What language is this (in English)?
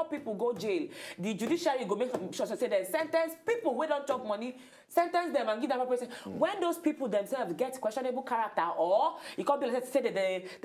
Nigerian Pidgin